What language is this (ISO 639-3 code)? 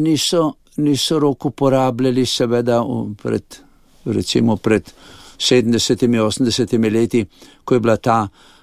slv